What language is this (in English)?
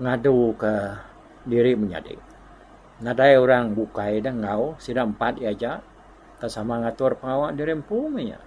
Iban